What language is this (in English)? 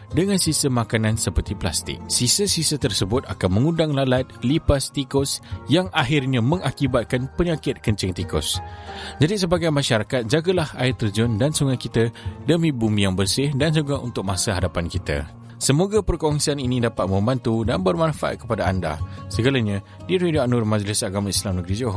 Malay